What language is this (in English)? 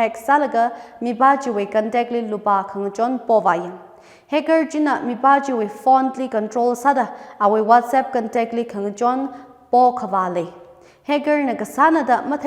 Tangkhul Naga (India)